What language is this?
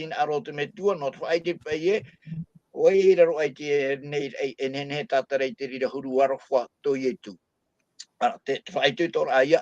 Tahitian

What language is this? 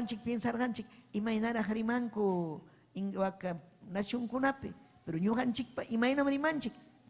Ayacucho Quechua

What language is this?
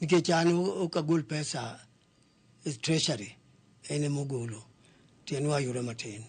Luo (Kenya and Tanzania)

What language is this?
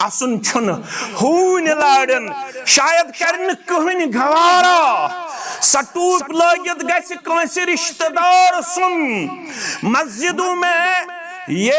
Kashmiri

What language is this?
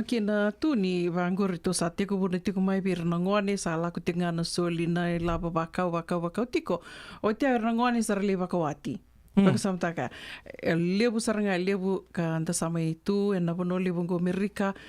Fijian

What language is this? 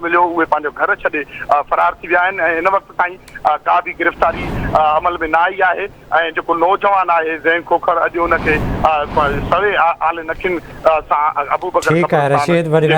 Sindhi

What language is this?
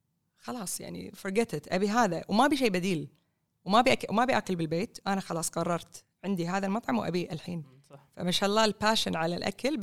Gulf Arabic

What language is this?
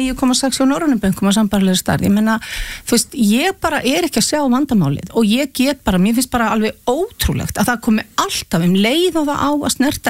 Icelandic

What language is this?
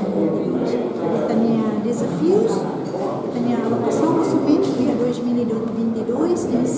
Tetum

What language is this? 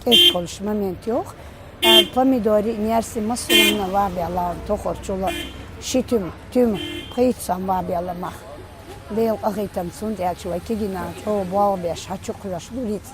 Chechen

